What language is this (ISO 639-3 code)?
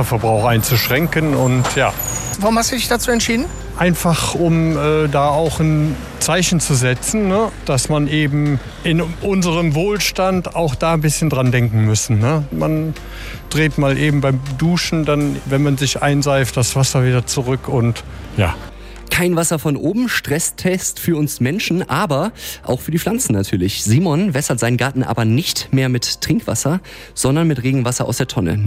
deu